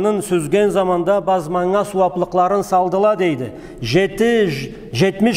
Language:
Karachay-Balkar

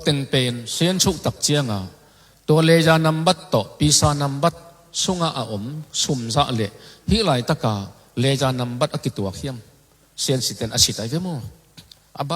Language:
Tedim Chin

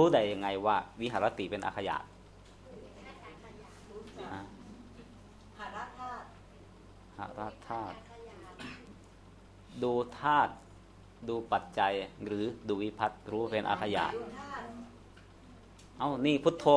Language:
Thai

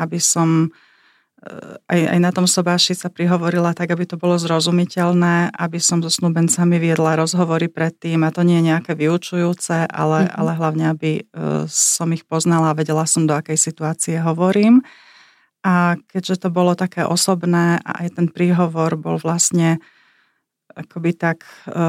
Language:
Slovak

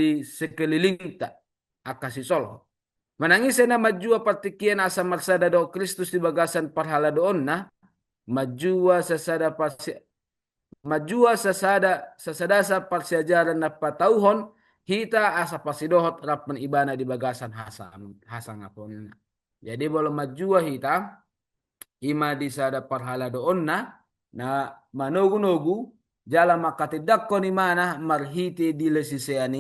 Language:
Batak Toba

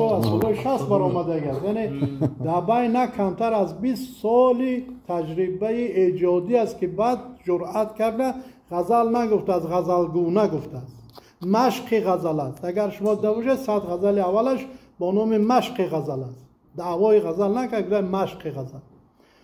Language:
Tajik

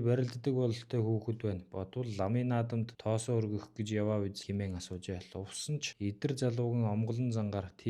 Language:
Mongolian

